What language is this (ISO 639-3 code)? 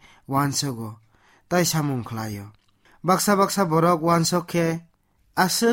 trp